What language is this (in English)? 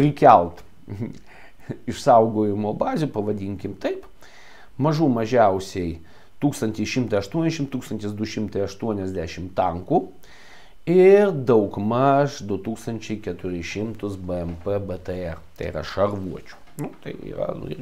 Lithuanian